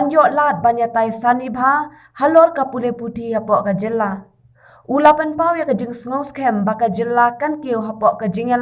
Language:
Khasi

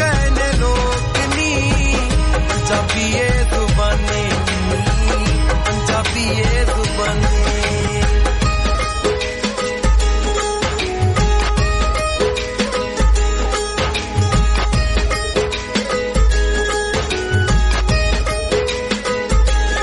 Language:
Punjabi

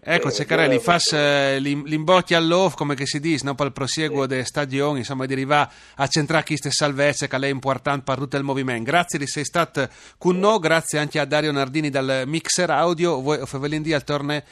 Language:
Friulian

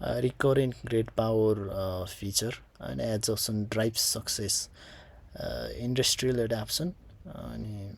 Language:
Nepali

